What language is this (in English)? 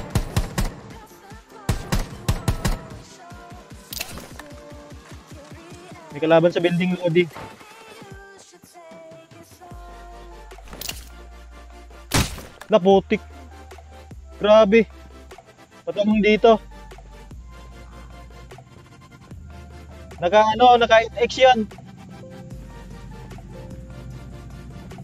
Filipino